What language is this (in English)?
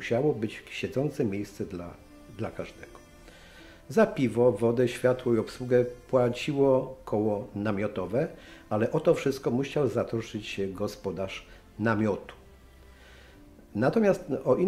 Polish